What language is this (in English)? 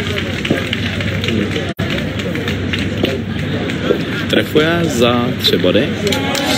Czech